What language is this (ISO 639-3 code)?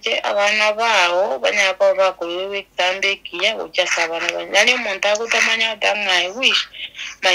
guz